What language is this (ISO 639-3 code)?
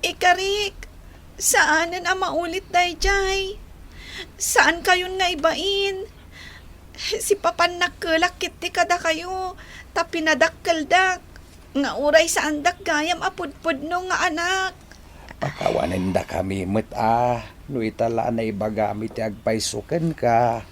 ilo